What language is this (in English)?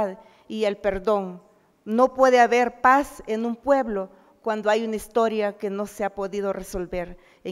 Spanish